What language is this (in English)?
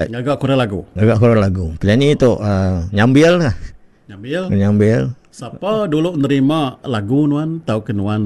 Iban